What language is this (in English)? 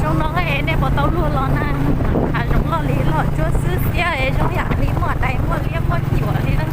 Hmong